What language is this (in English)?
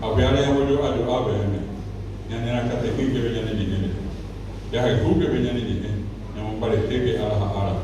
Guarani